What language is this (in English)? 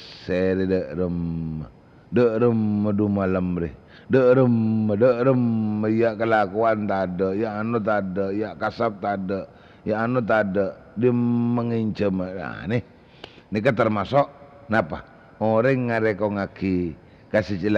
Madurese